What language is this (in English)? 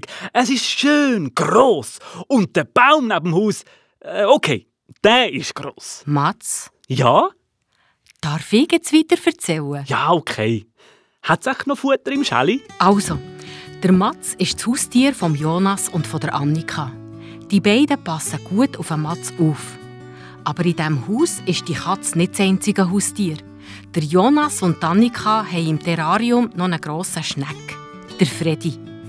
Swiss German